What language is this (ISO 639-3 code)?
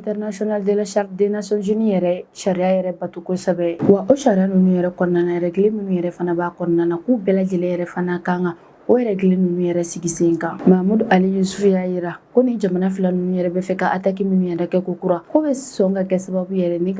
bam